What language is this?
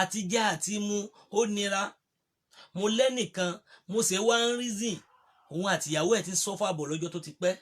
Yoruba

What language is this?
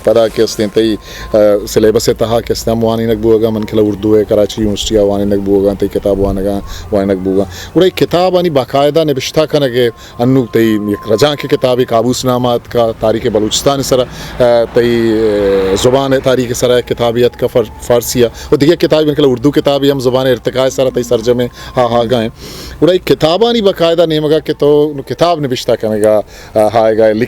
Eastern Balochi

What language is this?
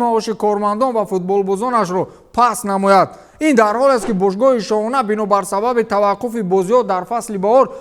Tajik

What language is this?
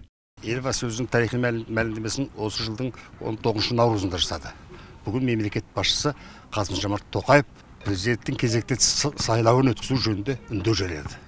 Kazakh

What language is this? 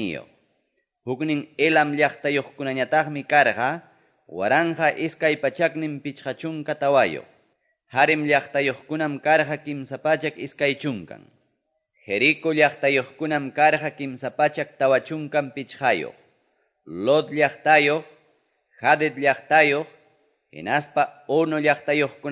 Quechua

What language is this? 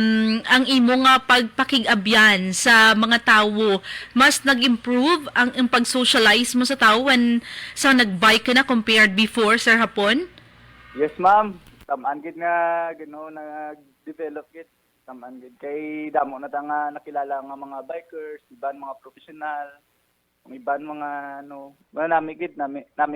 Hiligaynon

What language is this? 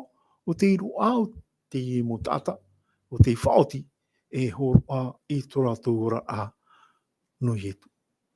Tahitian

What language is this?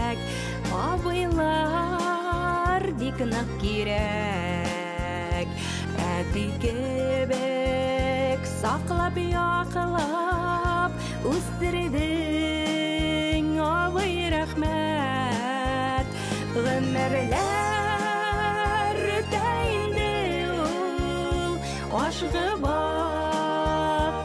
Bashkir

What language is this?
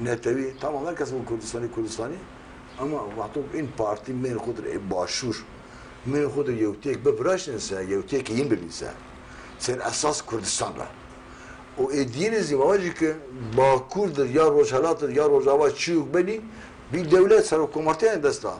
Zaza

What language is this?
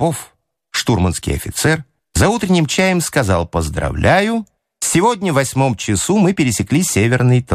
Russian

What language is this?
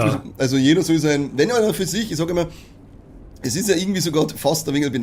Bavarian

